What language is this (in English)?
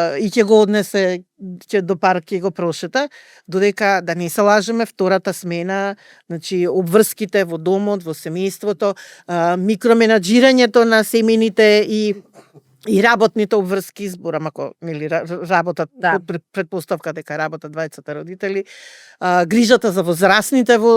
Macedonian